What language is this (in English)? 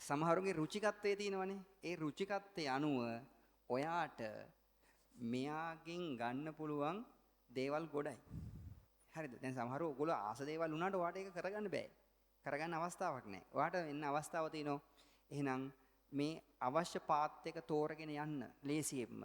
Sinhala